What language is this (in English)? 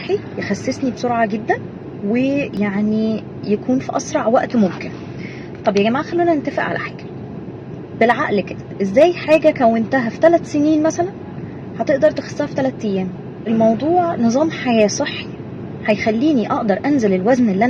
Egyptian Arabic